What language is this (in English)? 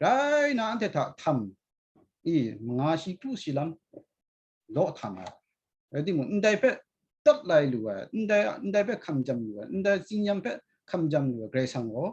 Kachin